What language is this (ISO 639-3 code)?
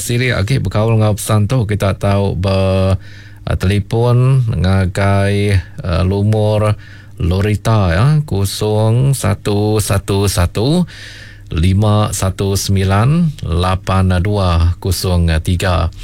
iba